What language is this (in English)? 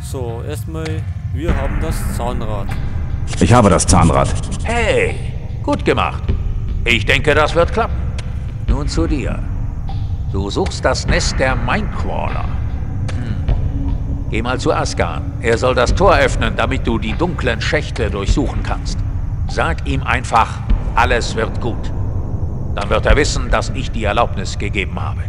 Bavarian